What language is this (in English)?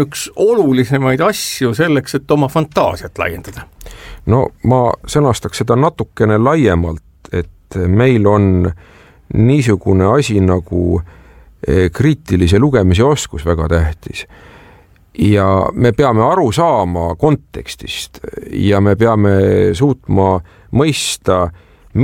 Estonian